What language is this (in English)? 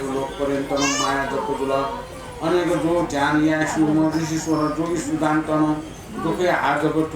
Newari